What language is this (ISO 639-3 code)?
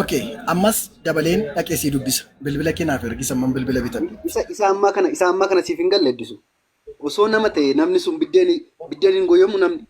orm